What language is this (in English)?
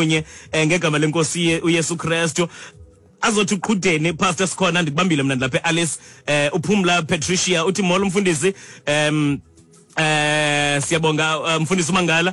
Xhosa